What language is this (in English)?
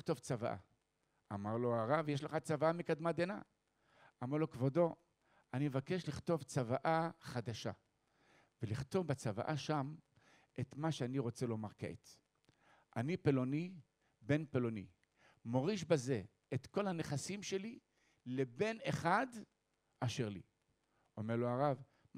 Hebrew